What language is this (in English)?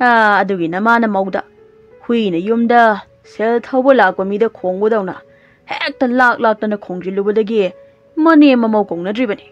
Manipuri